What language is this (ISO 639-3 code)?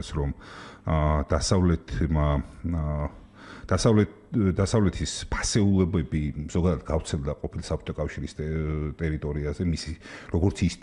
kat